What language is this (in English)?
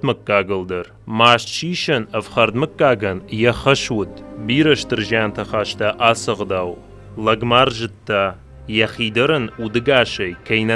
Ossetic